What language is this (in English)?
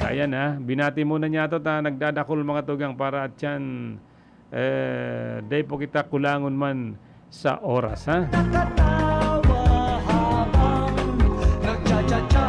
Bikol